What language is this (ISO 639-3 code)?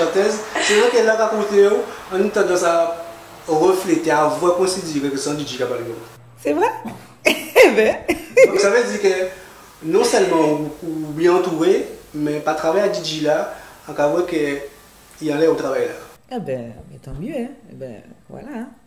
gcf